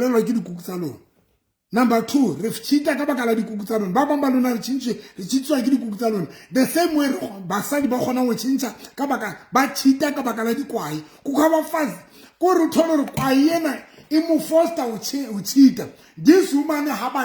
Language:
Southern Sotho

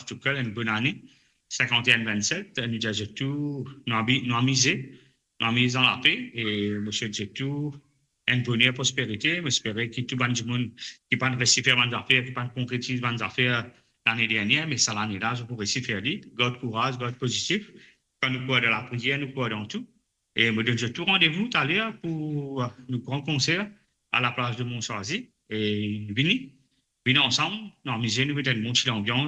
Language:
Morisyen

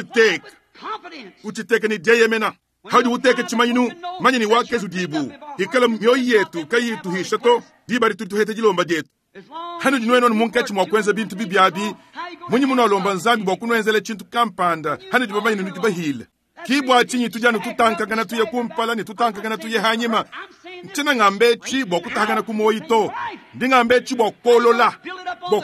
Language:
Luba-Lulua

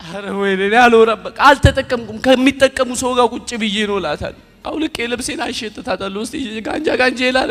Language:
Amharic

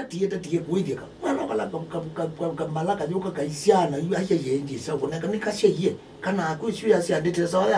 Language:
Kamba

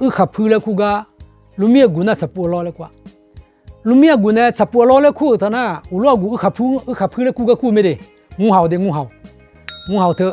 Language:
Akha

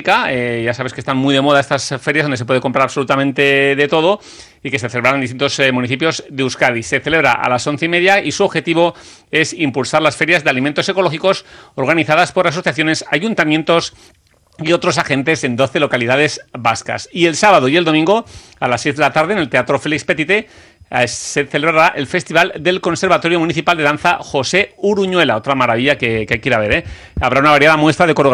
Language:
Spanish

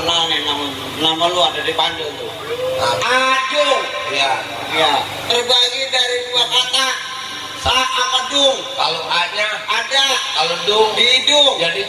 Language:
Betawi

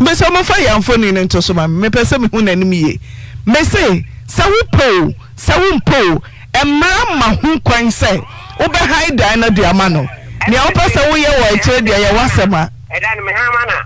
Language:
Akan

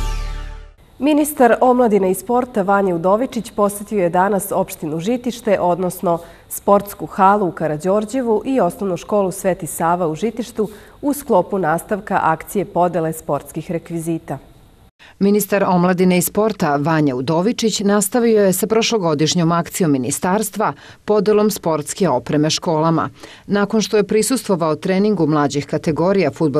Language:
Serbian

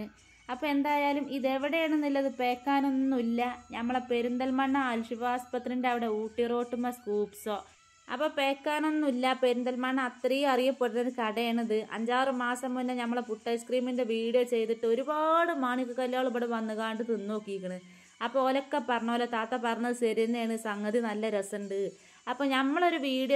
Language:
Malayalam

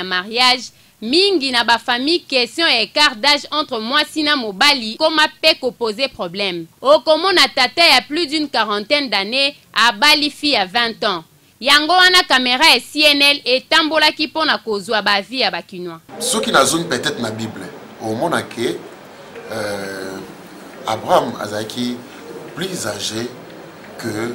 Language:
Lingala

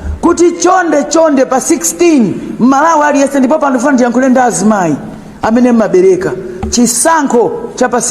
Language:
Nyanja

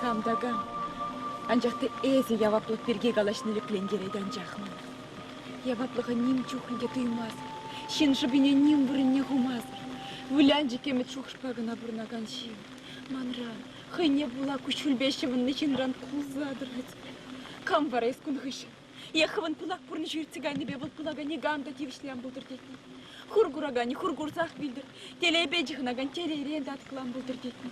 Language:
Chuvash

